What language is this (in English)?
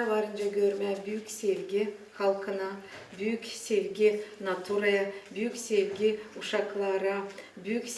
Gagauz